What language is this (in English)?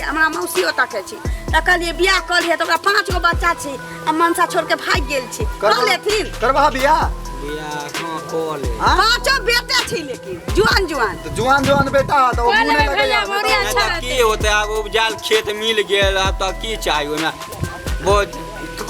Maithili